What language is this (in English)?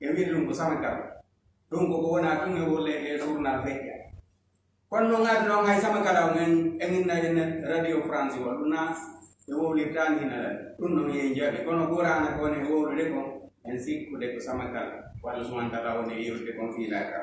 Fula